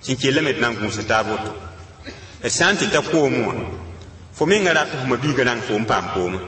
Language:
Mossi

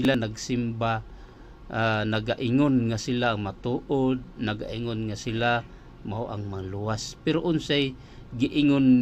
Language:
Cebuano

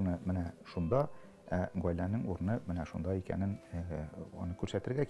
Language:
Tatar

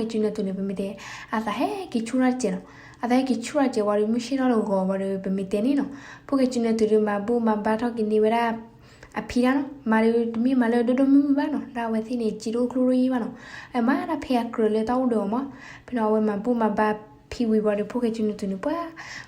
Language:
S'gaw Karen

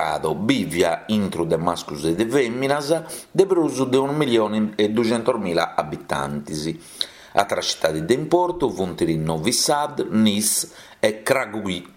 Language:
Sardinian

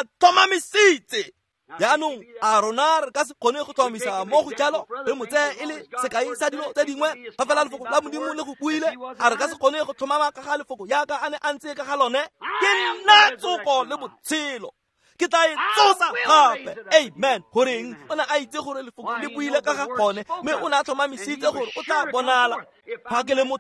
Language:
Tswana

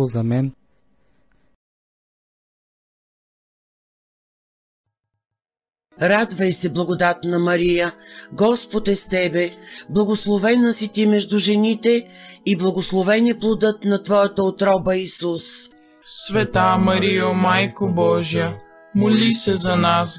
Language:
Bulgarian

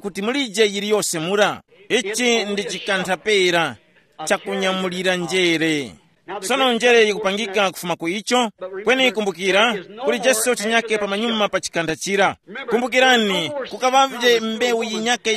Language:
Tumbuka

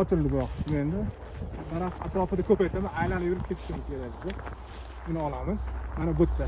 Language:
Uzbek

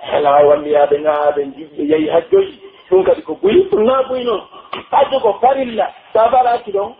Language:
Pular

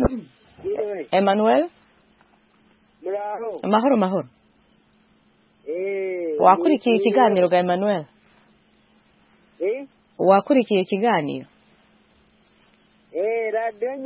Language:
Kinyarwanda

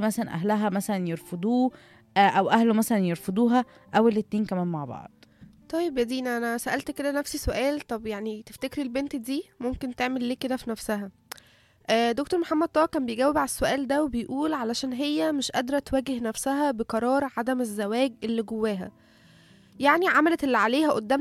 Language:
Egyptian Arabic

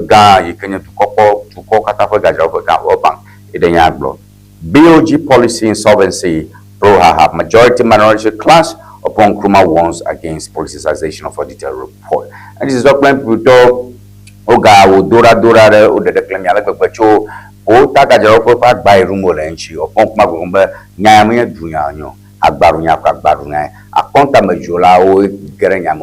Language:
Ewe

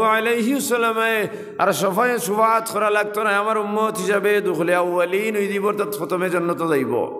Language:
Sylheti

